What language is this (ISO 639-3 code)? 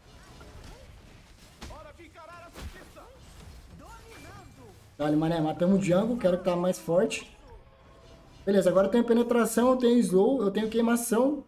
por